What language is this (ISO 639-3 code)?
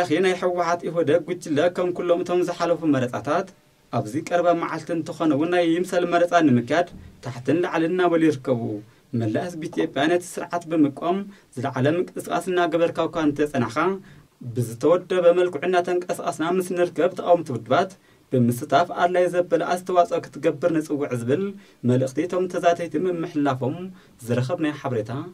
tir